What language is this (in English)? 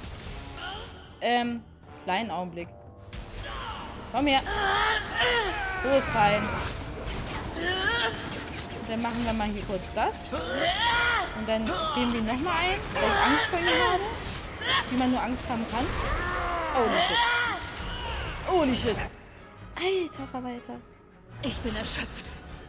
German